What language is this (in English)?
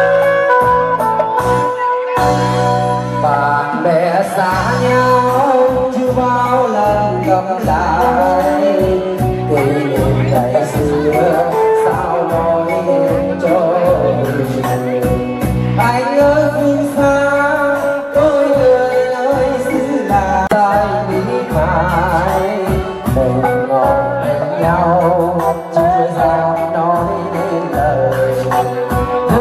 Vietnamese